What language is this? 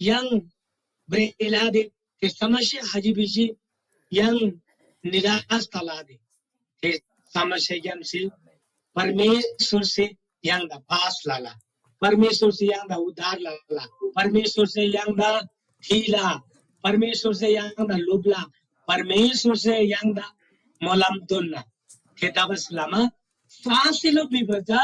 Eastern Tamang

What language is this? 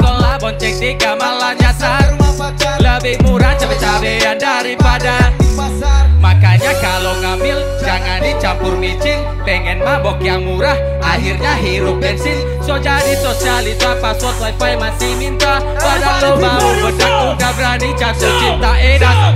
Indonesian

